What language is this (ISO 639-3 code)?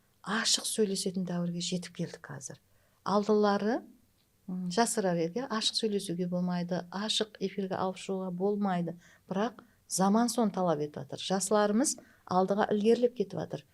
kaa